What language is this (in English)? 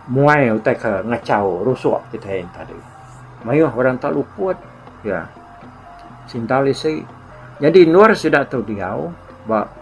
Iban